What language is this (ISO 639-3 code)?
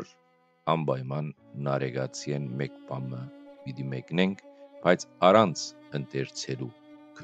hyw